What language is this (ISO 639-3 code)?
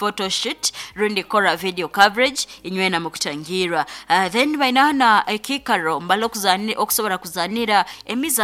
nyn